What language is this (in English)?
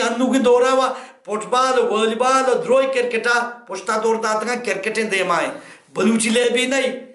Baluchi